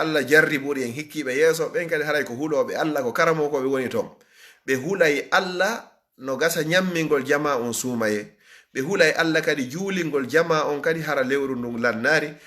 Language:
Fula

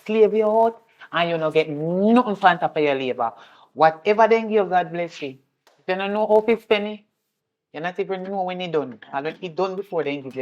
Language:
Jamaican Creole English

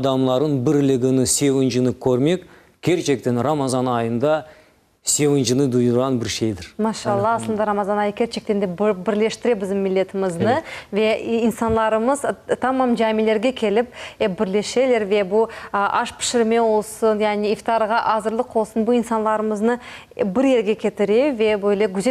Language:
Crimean Tatar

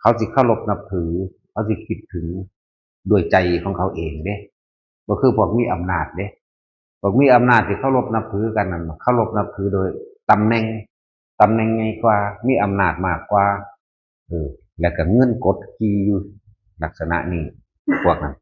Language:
Northeastern Thai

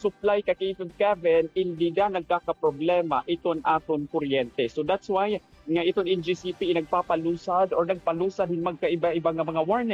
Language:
Waray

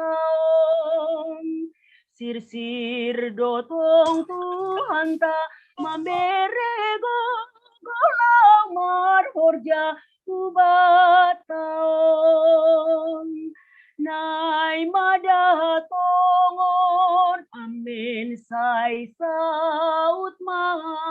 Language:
Batak Simalungun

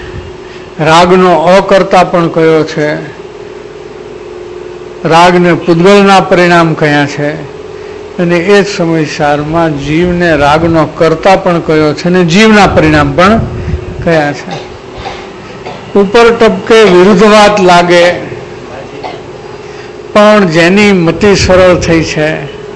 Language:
Gujarati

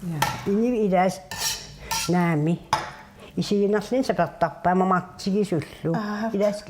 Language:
Kalaallisut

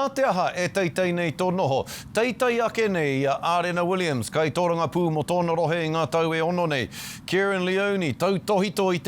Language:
Māori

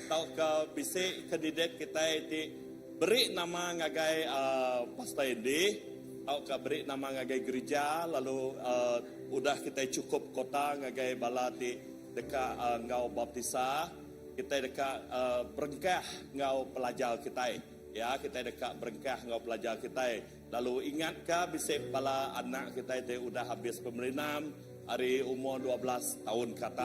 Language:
Iban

